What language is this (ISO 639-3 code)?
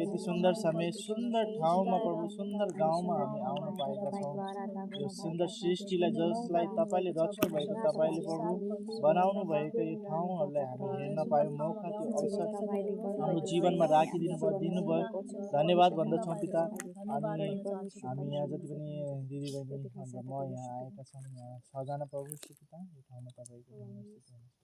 nep